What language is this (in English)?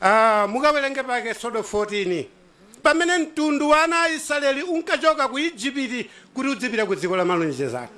Nyanja